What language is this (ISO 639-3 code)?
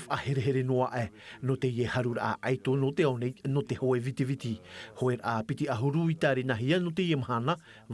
tah